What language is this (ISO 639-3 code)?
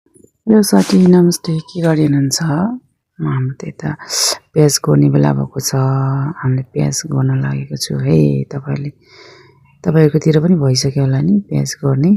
nep